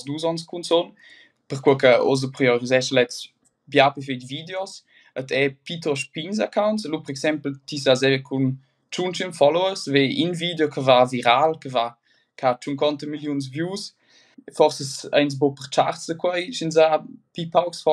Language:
Romansh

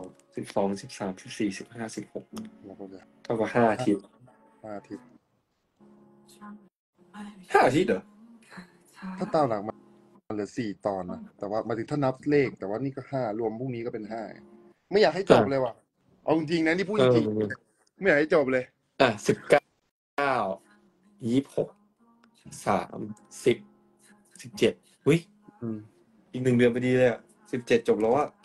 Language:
Thai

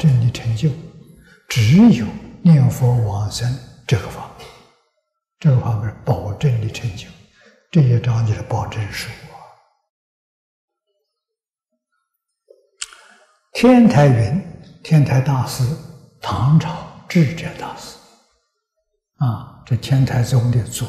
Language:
Chinese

